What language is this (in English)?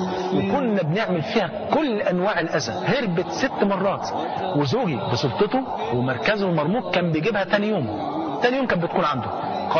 Egyptian Arabic